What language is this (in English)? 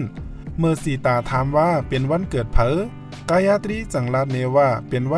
Shan